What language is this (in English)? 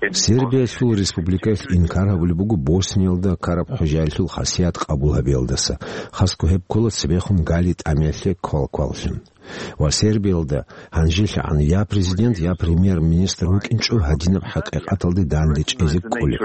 Avaric